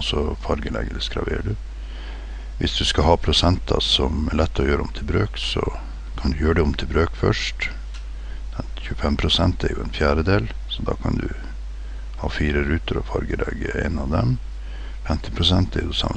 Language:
Norwegian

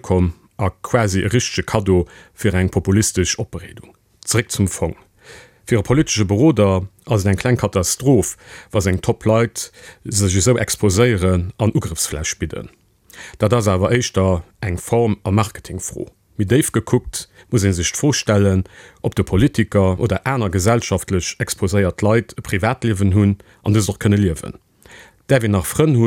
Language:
Luxembourgish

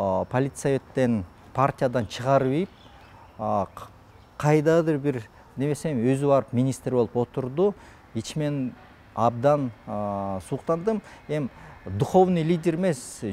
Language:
Kyrgyz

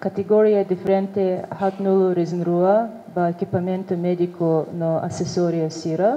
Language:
Tetum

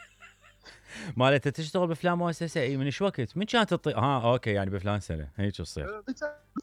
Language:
Mesopotamian Arabic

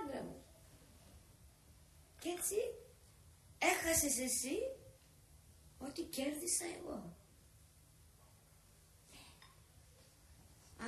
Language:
Greek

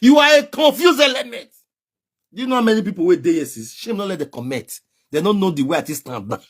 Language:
Nigerian Pidgin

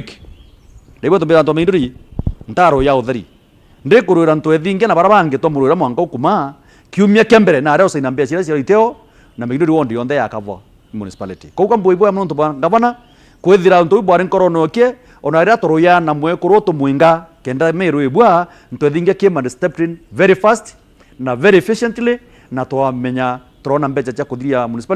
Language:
Meru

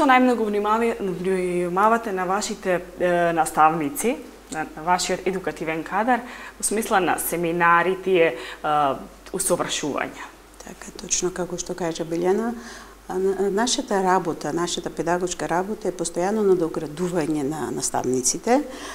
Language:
Macedonian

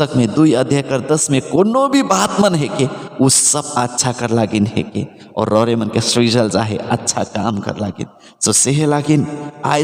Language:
Sadri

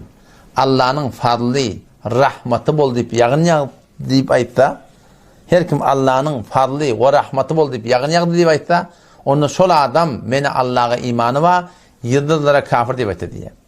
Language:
Turkmen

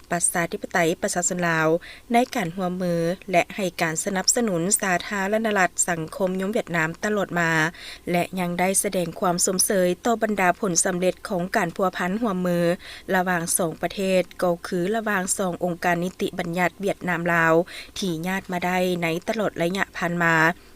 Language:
Lao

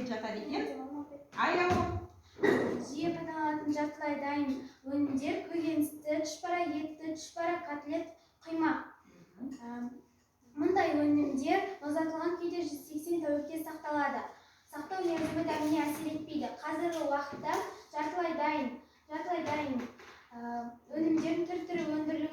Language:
Kazakh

